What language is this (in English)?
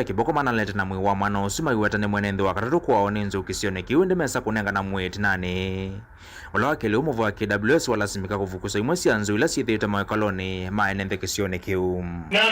Kamba